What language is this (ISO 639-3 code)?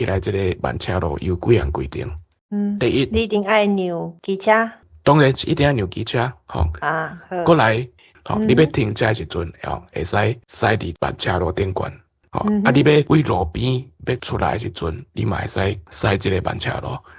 nan